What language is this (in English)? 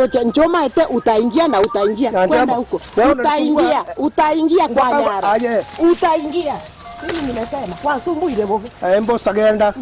Gusii